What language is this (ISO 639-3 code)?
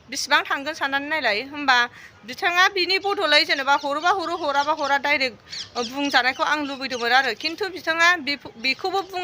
brx